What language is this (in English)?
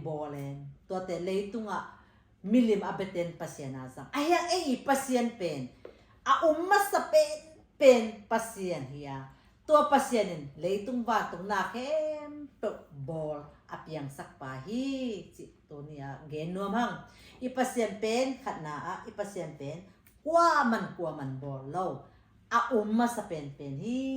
Tedim Chin